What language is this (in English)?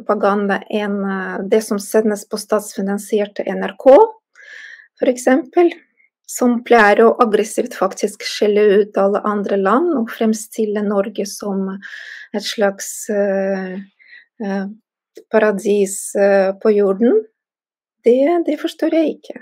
Norwegian